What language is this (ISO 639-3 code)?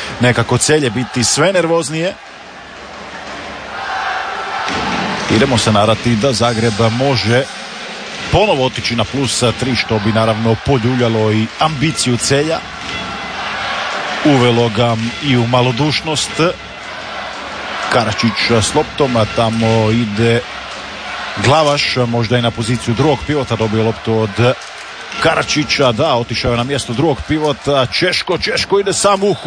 hrv